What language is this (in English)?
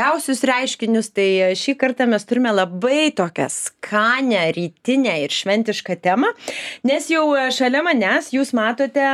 Lithuanian